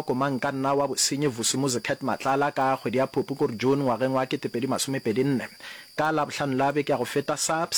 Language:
Northern Sotho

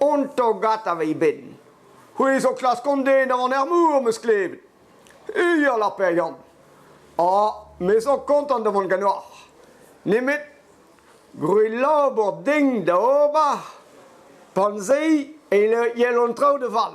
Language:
Breton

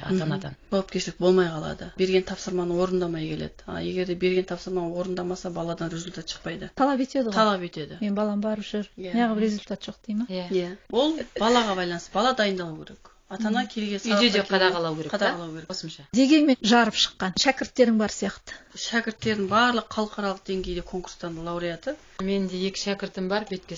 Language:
Kazakh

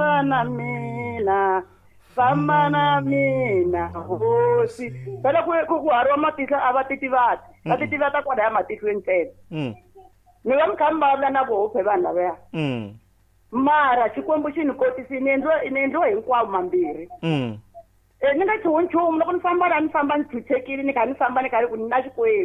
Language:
Tsonga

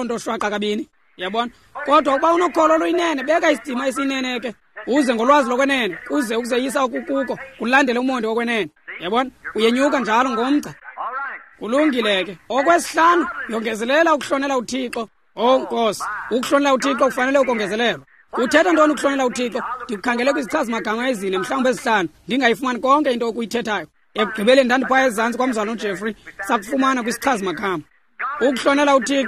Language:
Xhosa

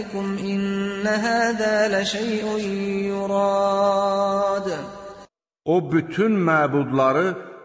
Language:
Azerbaijani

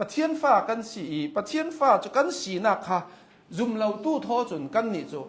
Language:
Hakha Chin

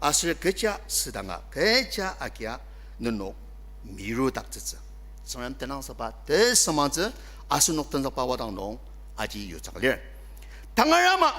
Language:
Ao Naga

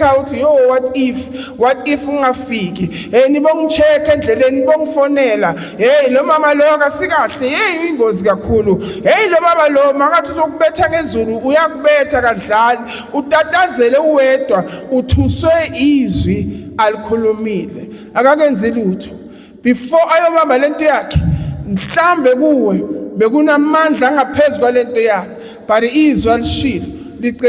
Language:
Zulu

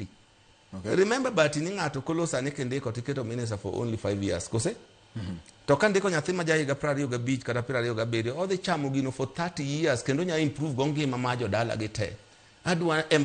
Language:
Luo (Kenya and Tanzania)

